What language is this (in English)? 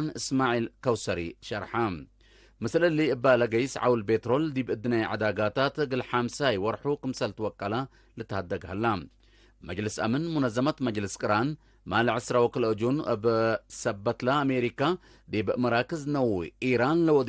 Tigre